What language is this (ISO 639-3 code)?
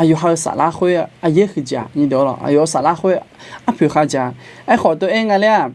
ahk